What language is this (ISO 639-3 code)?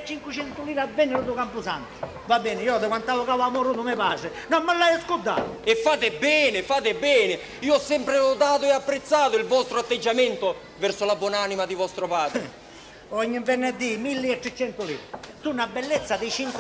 scn